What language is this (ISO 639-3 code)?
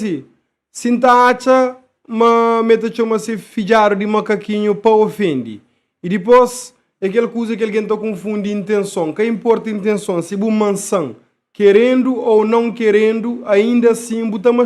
kea